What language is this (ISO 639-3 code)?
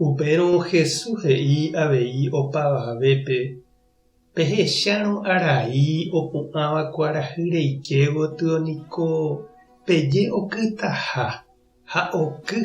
grn